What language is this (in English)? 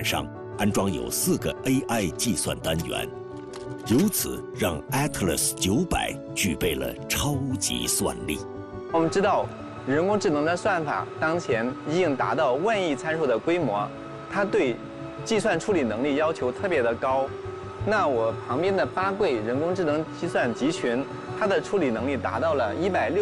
Chinese